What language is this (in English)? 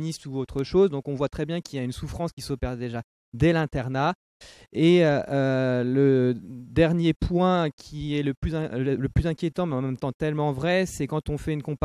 French